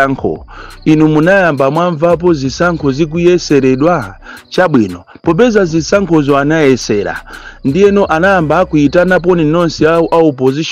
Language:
Nyanja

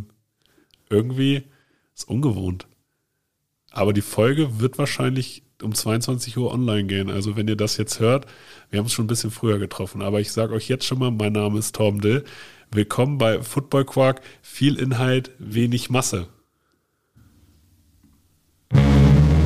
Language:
German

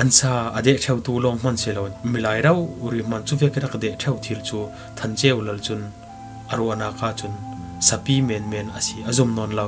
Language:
Falam Chin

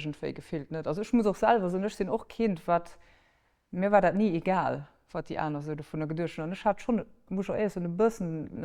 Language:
Luxembourgish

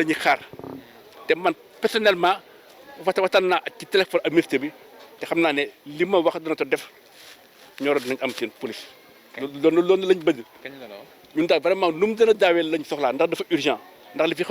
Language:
Wolof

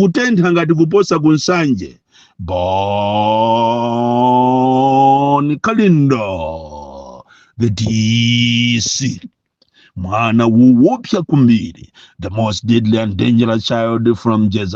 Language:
Nyanja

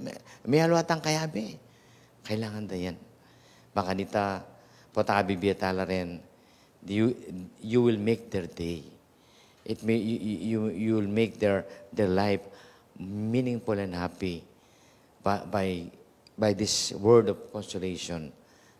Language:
Pampanga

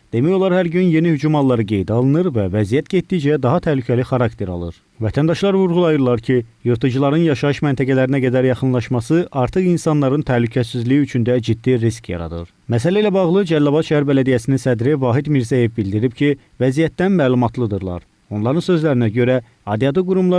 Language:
Azerbaijani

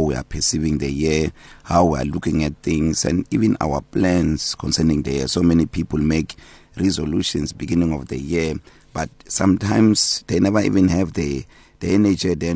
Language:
English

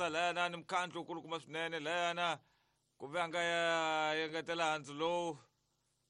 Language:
Tsonga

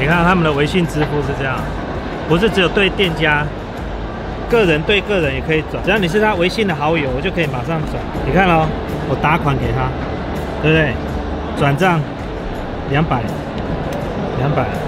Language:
Chinese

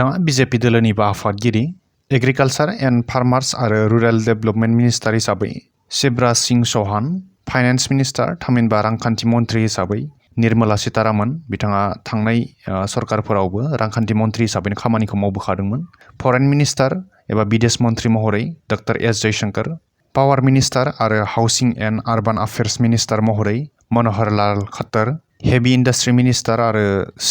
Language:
Bodo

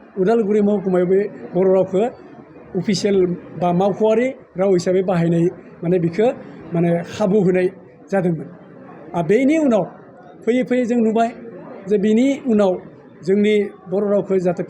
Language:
Bodo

